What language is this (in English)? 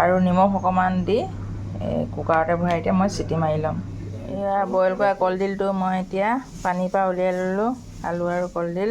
Assamese